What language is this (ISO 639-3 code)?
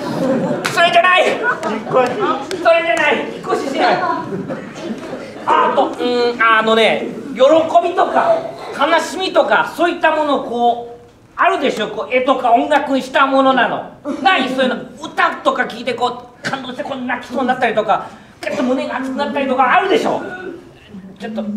jpn